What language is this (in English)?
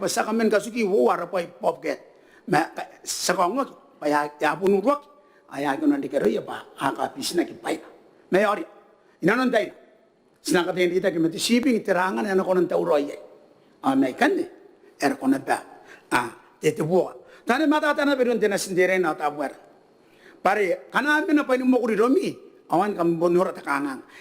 Gilbertese